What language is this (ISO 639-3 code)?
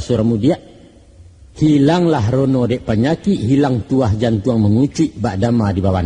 min